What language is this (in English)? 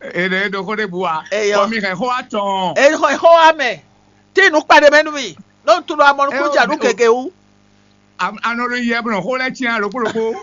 Fon